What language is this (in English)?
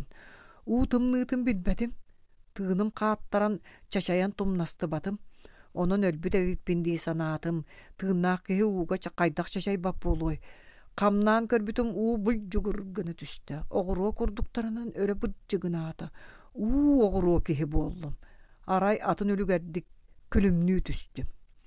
Yakut